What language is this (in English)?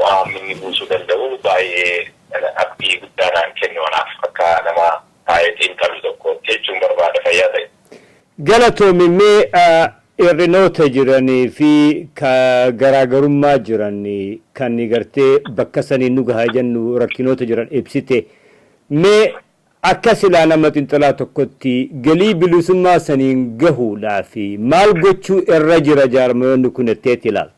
Oromo